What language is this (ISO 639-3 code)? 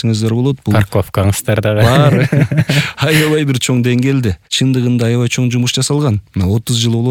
kir